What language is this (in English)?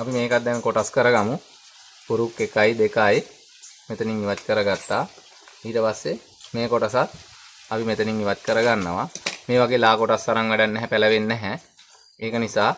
Sinhala